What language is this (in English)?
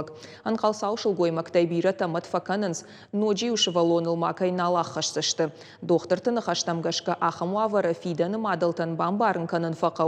Ossetic